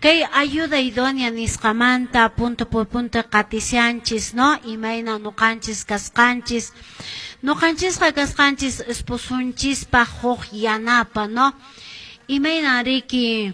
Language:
Quechua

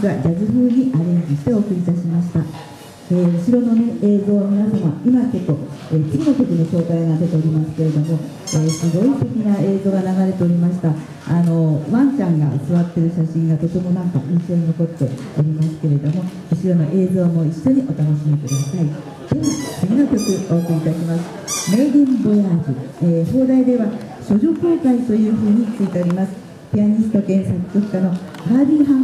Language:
Japanese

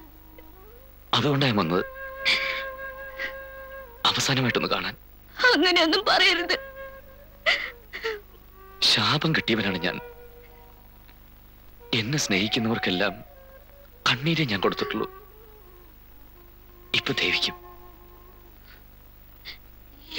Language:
Malayalam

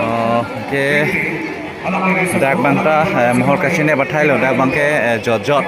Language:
Karbi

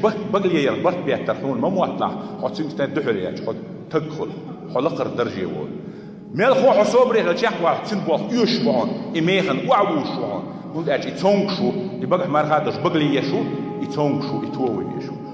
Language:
Chechen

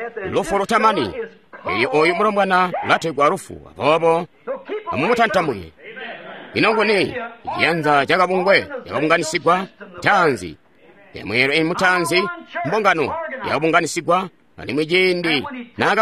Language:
Tonga (Zambia)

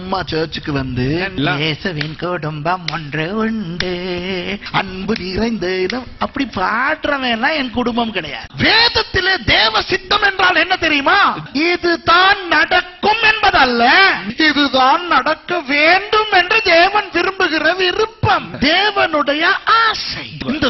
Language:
Tamil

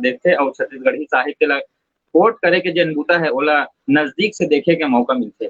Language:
Chhattisgarhi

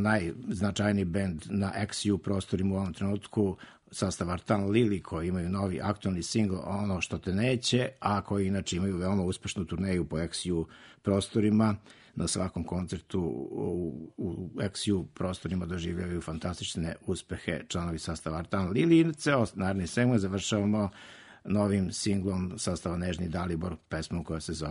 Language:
Serbian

